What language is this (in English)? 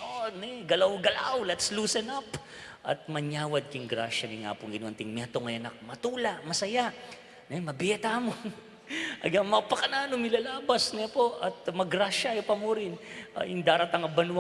Pampanga